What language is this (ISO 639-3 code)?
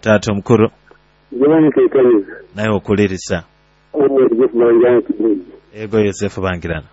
nyo